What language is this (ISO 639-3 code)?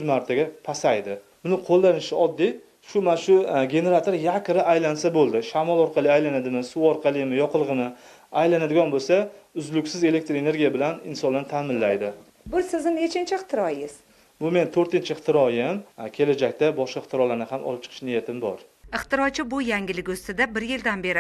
uzb